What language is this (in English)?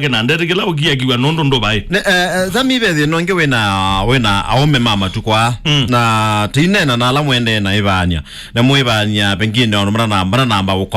Kamba